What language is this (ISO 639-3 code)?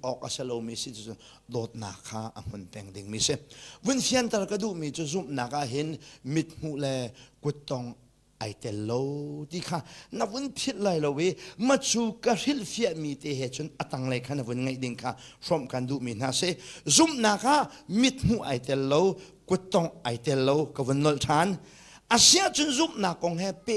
cnh